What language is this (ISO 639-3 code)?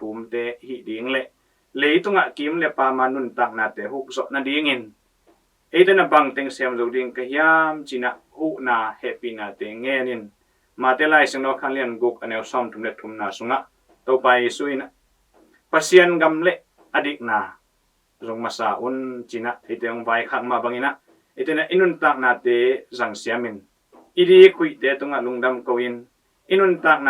ctd